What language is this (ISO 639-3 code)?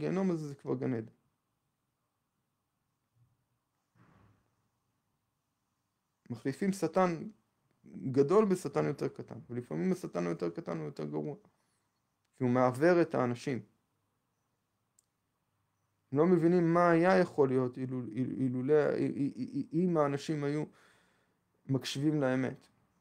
heb